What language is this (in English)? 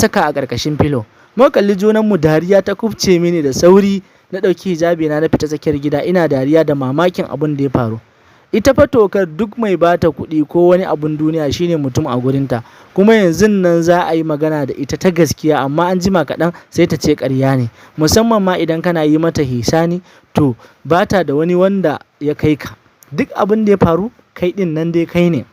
Hausa